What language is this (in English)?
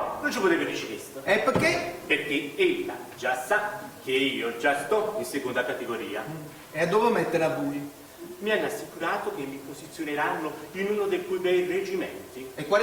Neapolitan